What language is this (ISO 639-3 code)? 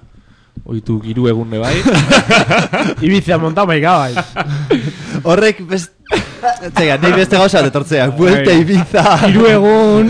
eus